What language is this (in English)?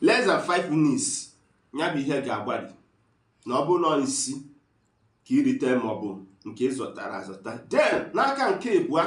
Igbo